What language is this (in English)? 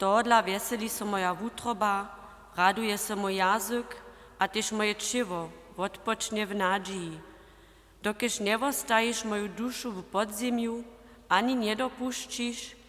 Upper Sorbian